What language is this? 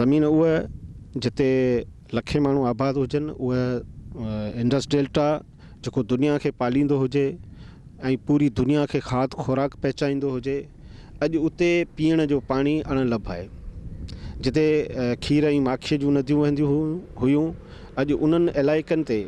Sindhi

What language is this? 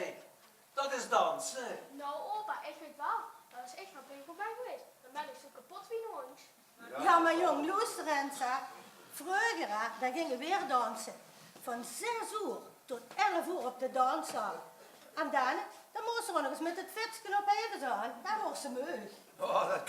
Limburgish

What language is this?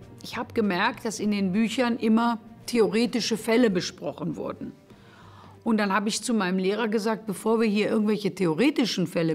German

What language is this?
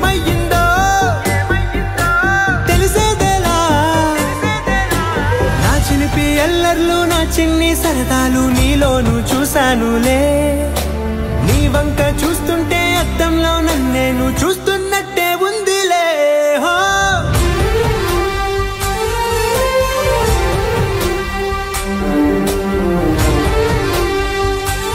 Telugu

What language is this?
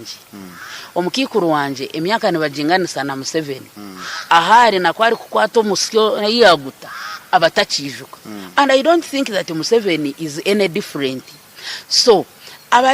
Nyankole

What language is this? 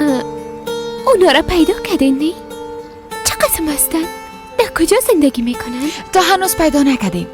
Persian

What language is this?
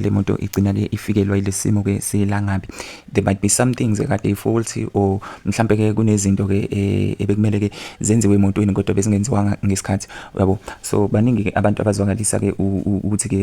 Zulu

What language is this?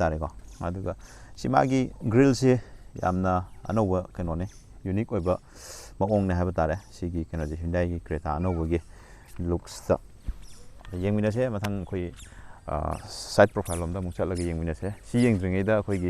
Manipuri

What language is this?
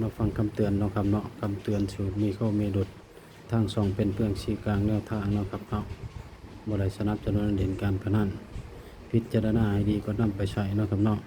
Northeastern Thai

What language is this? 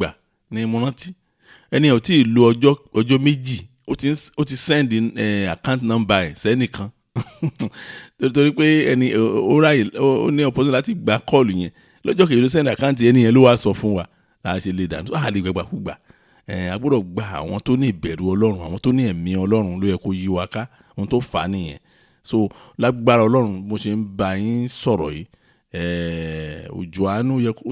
Yoruba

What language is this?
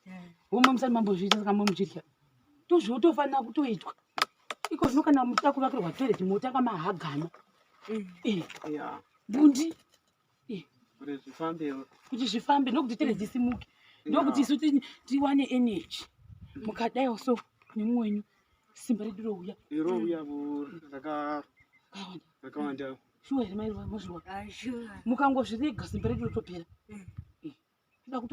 Shona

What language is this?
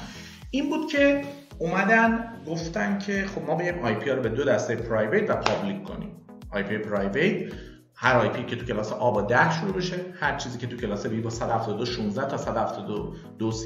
Persian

